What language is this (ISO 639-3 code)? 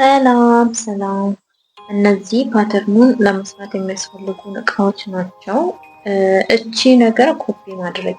amh